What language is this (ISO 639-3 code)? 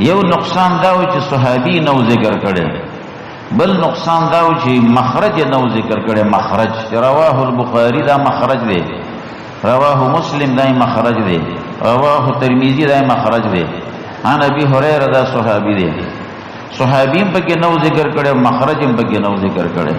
pus